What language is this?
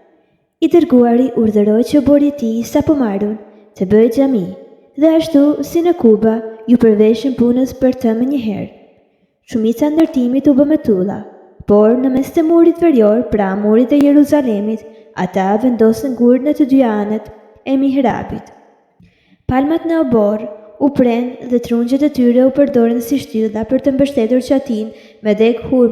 Albanian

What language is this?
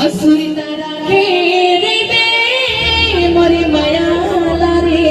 Chhattisgarhi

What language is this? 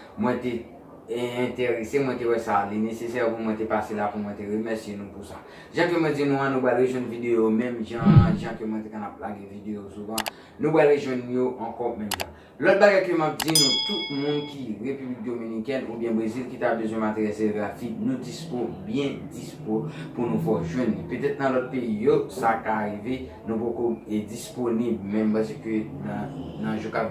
Haitian Creole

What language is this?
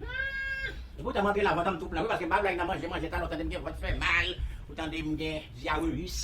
Haitian Creole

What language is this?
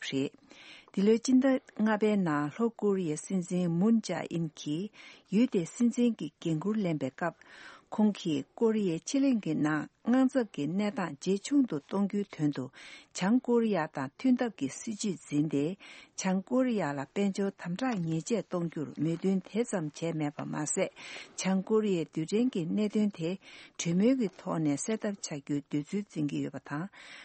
Tibetan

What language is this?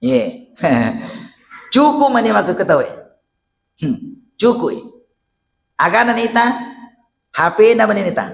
Buginese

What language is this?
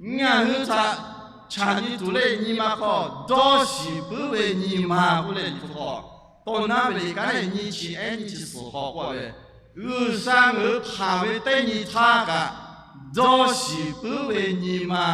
Lahu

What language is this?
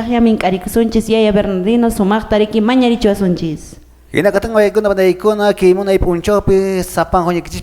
Quechua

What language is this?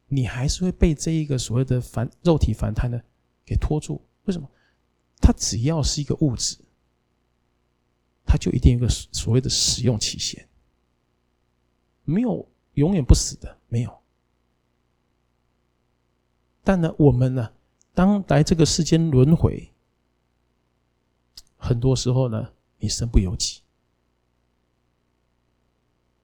Chinese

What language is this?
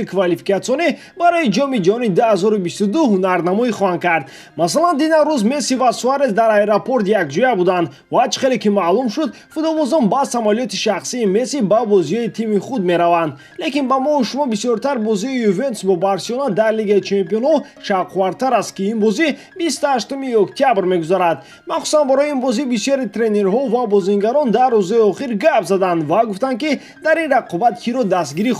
Tajik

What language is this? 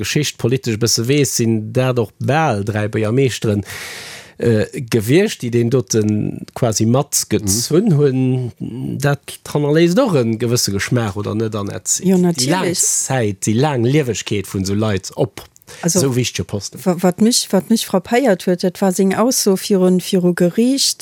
Luxembourgish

